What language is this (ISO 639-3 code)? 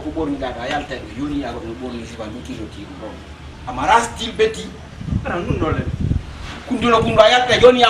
ful